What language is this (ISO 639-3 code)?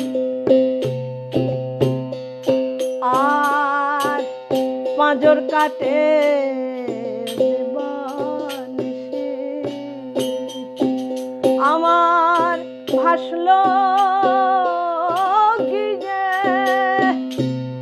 ben